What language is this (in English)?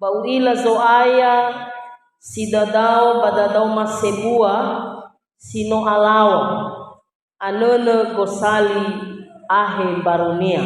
Nias